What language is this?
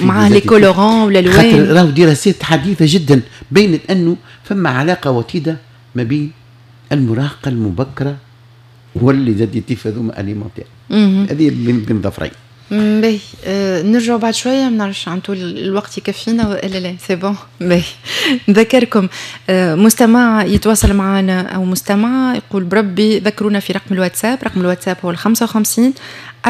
Tunisian Arabic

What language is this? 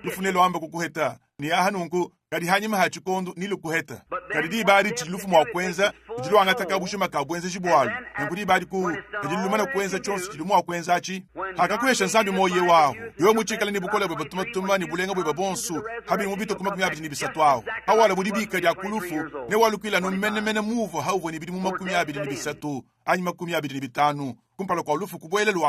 Luba-Lulua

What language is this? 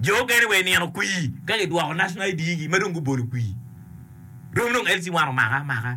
Acoli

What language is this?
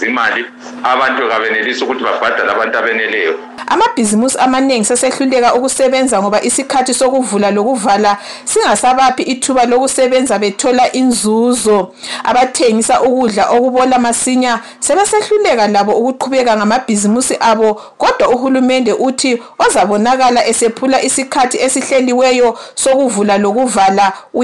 North Ndebele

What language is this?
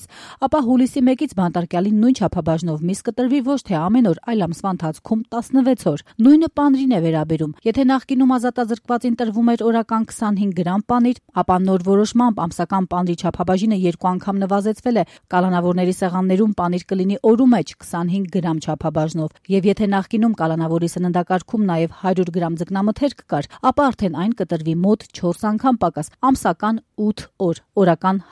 Armenian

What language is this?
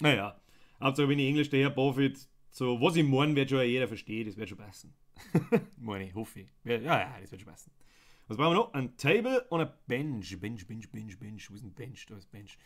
Bavarian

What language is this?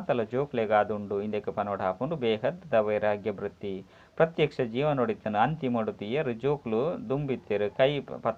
Tulu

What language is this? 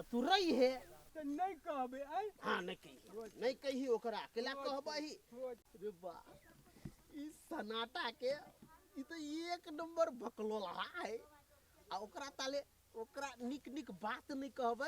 Maithili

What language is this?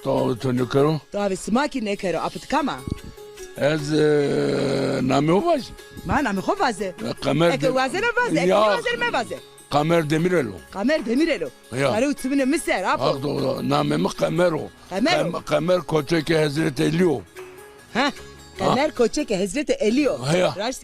Zaza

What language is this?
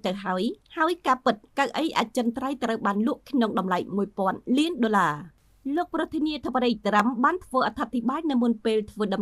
Khmer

